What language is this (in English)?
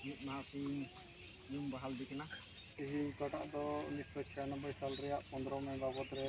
Santali